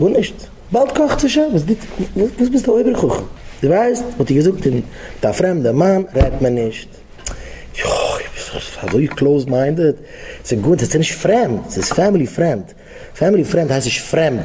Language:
Yiddish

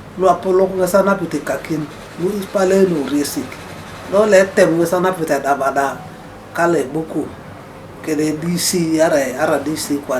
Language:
Teso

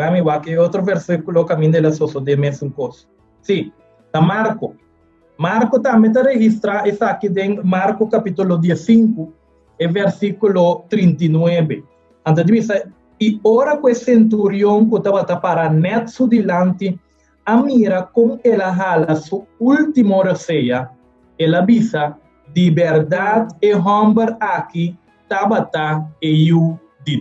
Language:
Papiamento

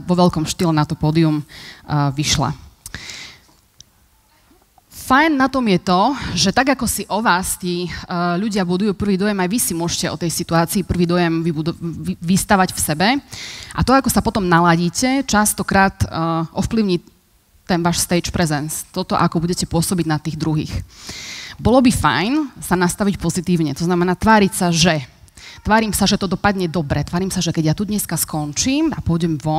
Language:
Slovak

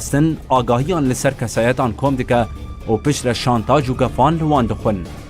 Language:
Kurdish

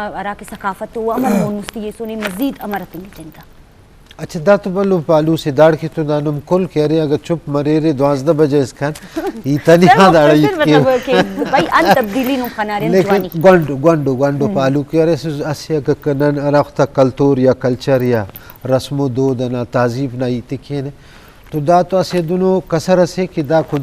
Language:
Eastern Balochi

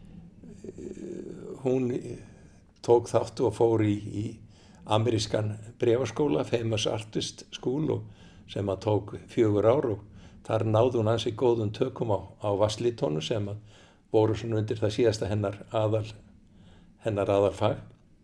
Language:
Icelandic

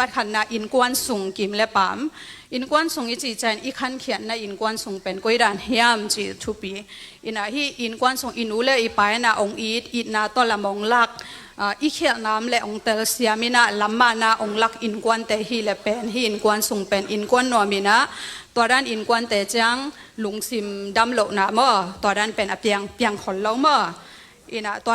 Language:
Tedim Chin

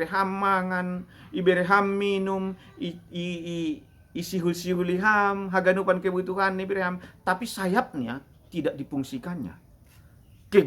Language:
Batak Simalungun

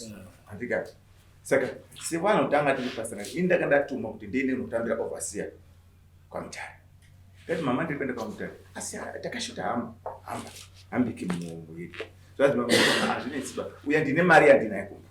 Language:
Shona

